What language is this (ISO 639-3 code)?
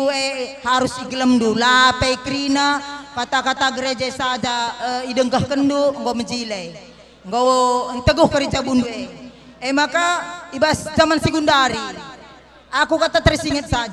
btx